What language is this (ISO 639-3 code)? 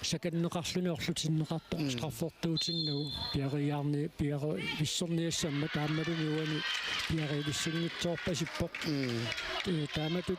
kal